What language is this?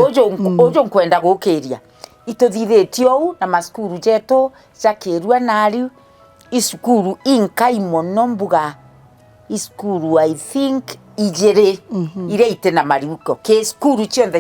Meru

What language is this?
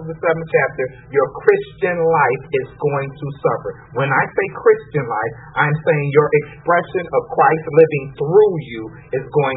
English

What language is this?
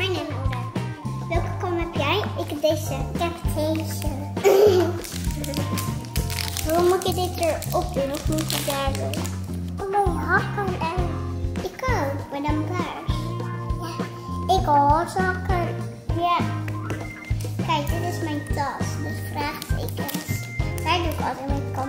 Dutch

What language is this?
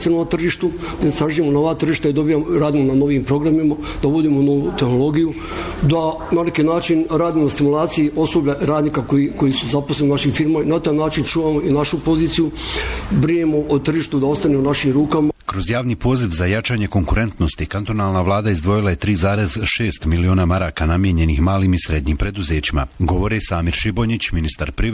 Bosnian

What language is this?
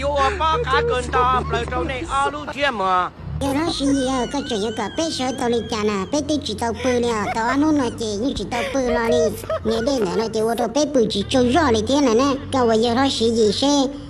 Hmong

